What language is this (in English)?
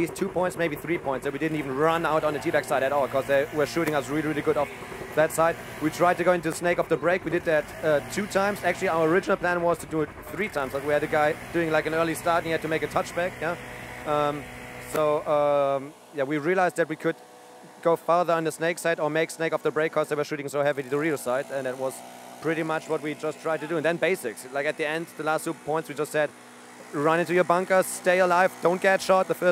English